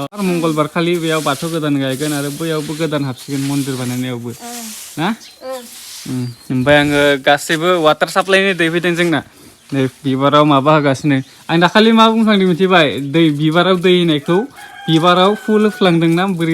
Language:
Bodo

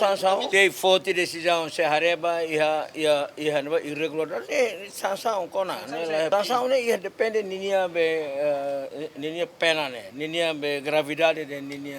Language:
Tetum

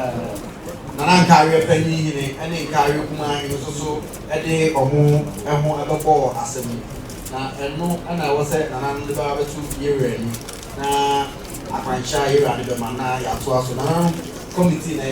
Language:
Akan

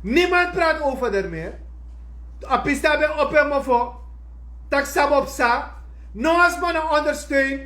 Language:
Sranan Tongo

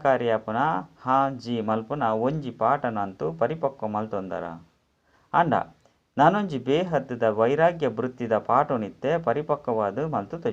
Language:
Tulu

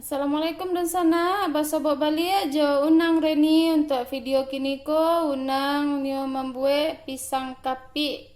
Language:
Minangkabau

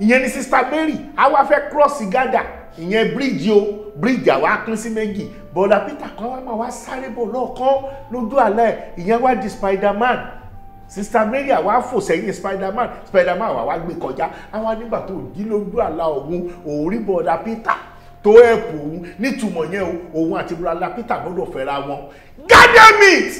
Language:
Yoruba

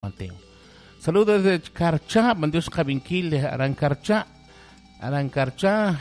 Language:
Kekchí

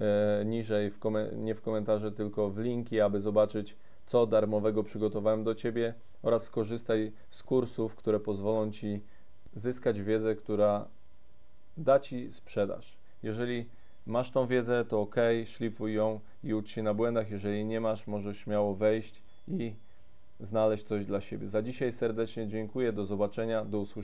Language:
Polish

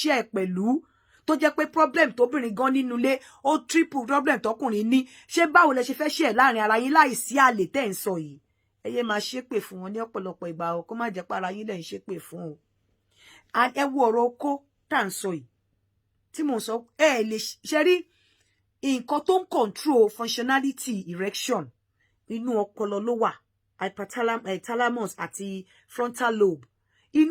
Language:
Yoruba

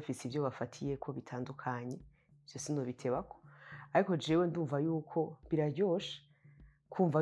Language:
Rundi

